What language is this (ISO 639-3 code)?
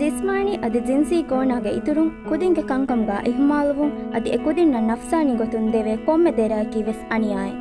div